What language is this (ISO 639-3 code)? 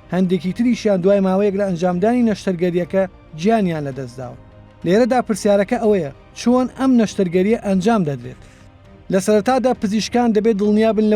ckb